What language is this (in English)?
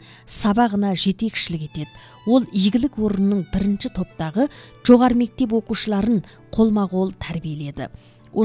Kazakh